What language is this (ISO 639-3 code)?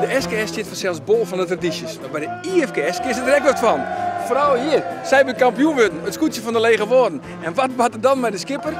fry